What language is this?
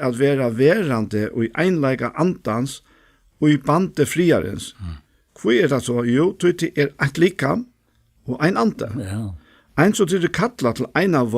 Faroese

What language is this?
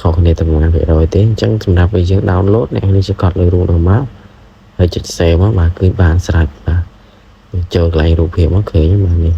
Khmer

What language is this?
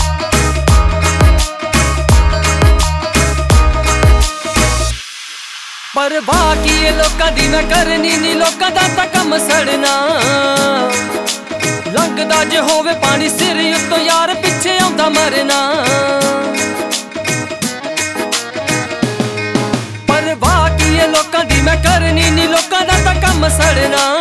Punjabi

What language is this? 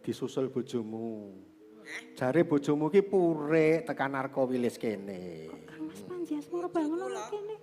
Javanese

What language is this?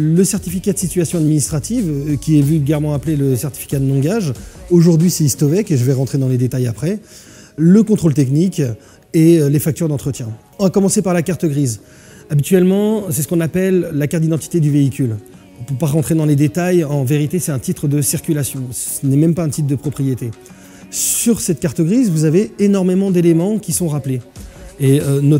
French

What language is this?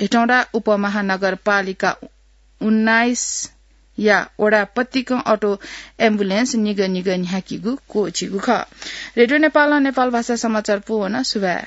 Newari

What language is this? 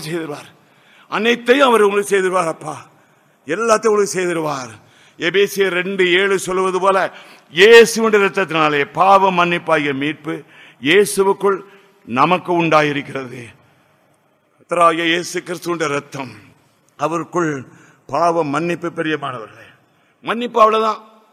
Tamil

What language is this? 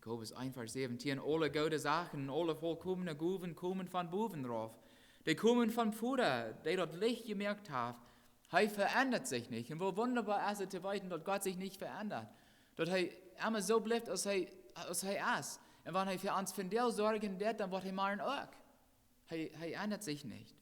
Plautdietsch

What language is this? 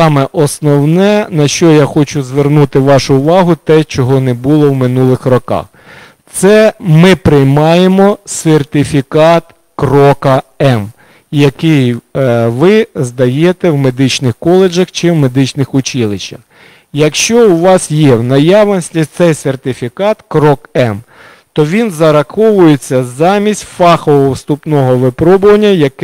Ukrainian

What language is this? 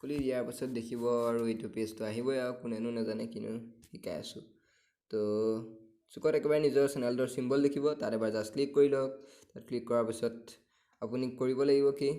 Assamese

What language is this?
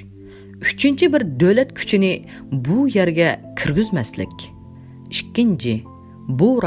Uyghur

